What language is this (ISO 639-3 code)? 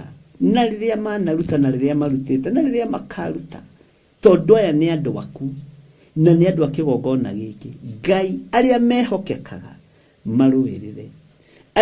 kik